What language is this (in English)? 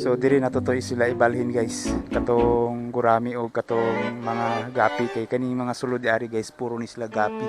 Cebuano